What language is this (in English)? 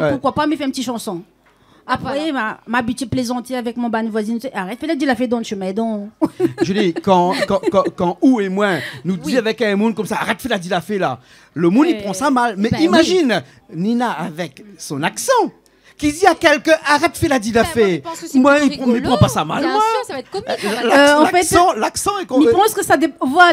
Réunion Creole French